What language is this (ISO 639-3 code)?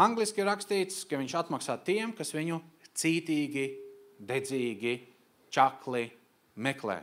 lav